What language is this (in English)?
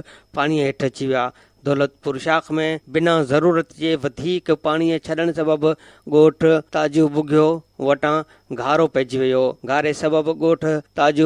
Sindhi